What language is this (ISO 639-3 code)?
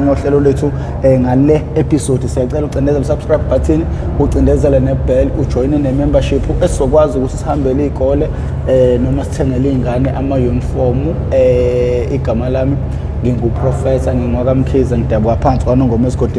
zul